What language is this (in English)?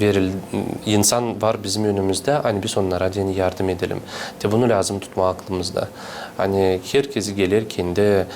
Gagauz